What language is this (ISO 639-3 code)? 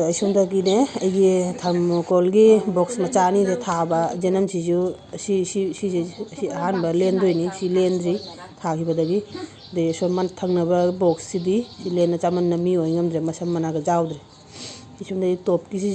mni